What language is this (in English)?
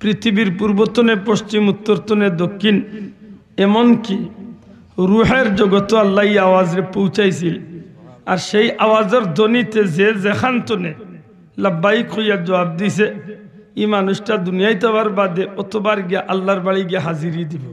Sylheti